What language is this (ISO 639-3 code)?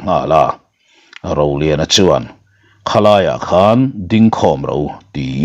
lus